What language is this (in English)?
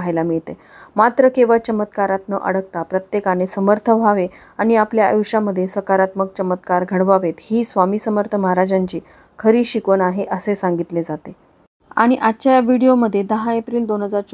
Marathi